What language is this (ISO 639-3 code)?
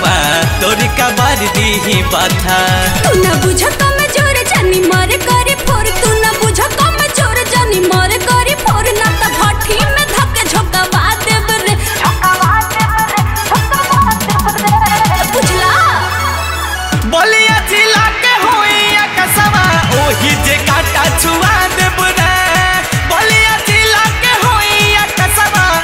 bho